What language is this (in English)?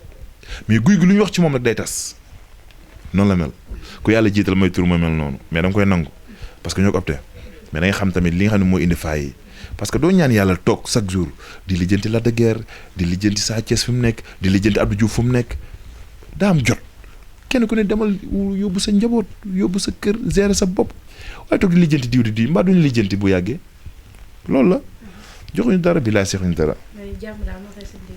Wolof